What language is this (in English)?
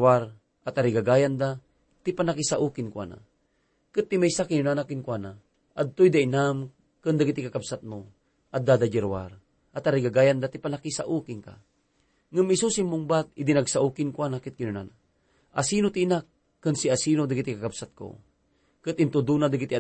Iloko